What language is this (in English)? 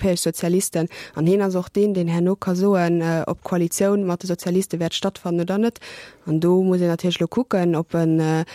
Luxembourgish